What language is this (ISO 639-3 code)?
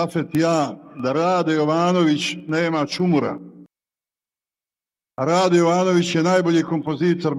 bos